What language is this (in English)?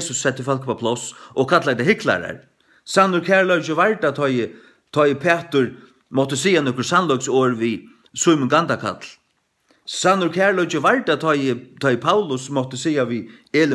Faroese